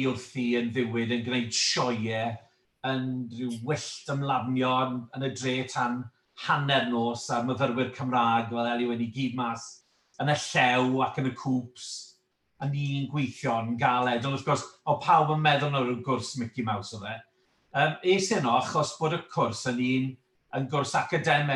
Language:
Welsh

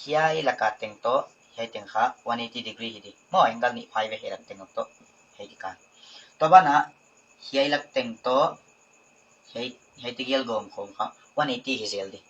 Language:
Paite Chin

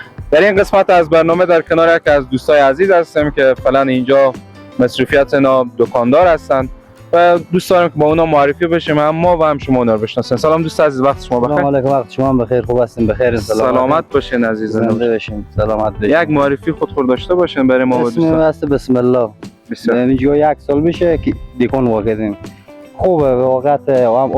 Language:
Persian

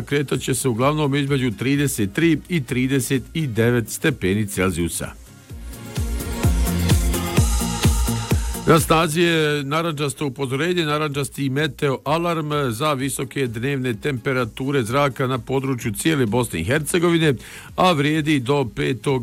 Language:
Bosnian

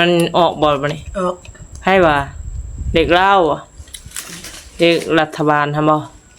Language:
Northeastern Thai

